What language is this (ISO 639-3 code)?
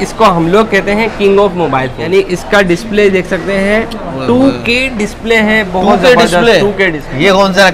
hin